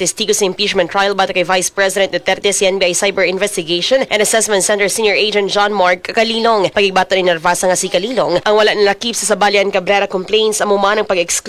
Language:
Hiligaynon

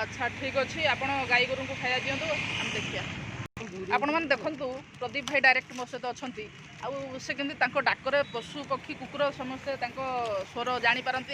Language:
Odia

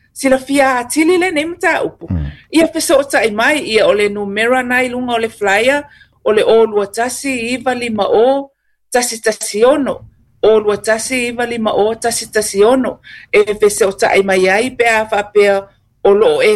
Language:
Samoan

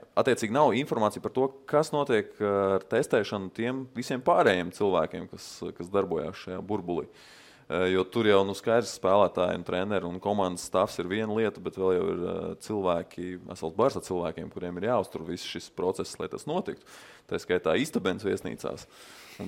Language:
Latvian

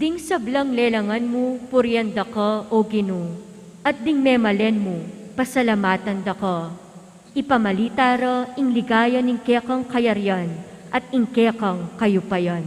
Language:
Pampanga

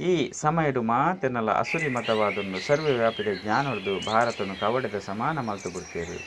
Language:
Tulu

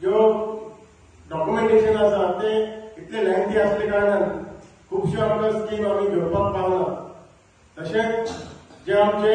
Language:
Konkani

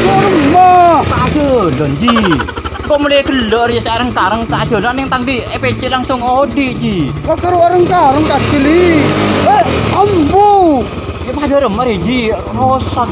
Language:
Madurese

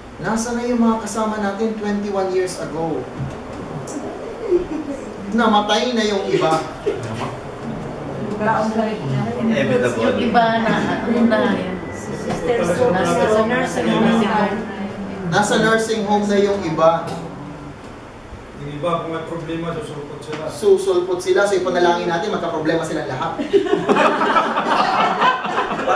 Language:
Filipino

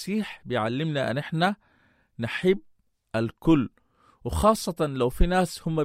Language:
Sudanese Arabic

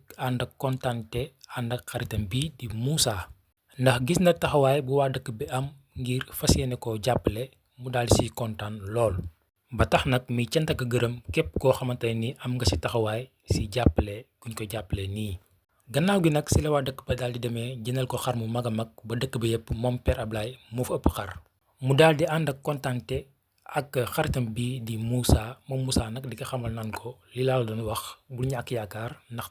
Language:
Wolof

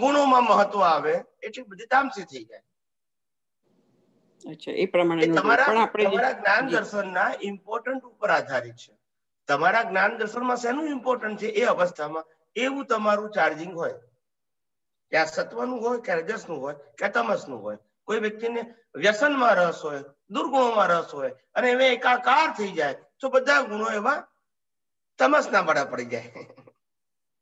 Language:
Gujarati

